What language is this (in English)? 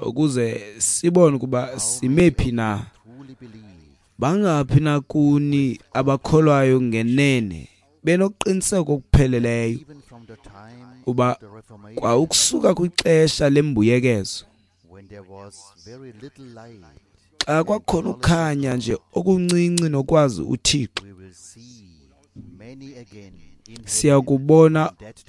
Xhosa